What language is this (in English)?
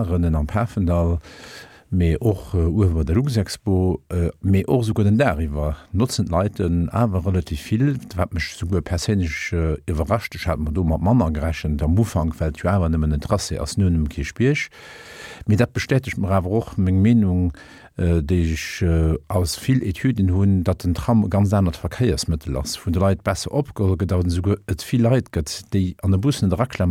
Luxembourgish